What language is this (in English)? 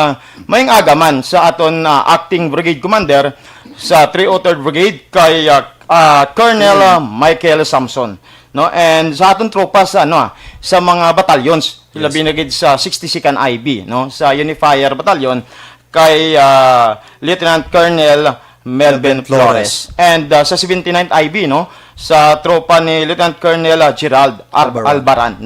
Hiligaynon